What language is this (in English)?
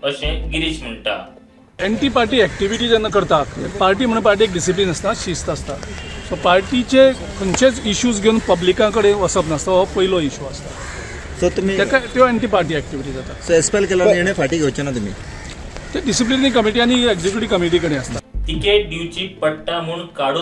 Konkani